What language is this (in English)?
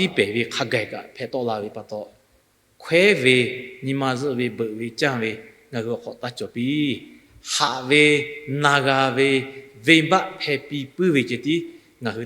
Lahu